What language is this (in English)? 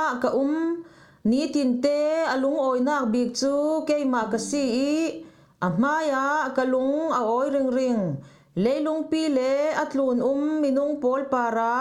Falam Chin